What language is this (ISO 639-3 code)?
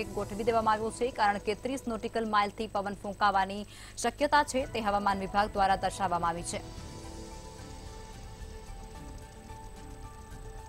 guj